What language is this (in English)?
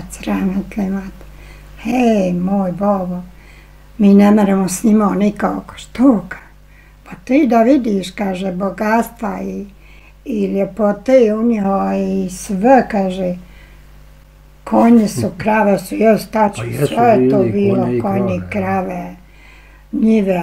Bosnian